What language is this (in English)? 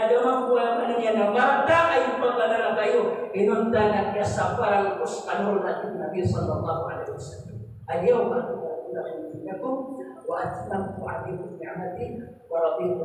Maranao